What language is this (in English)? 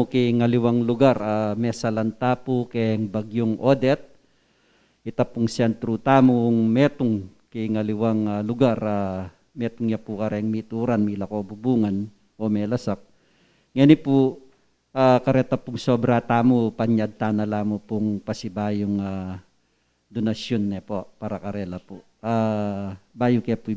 Pampanga